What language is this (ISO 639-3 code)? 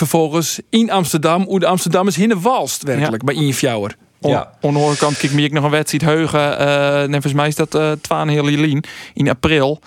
fry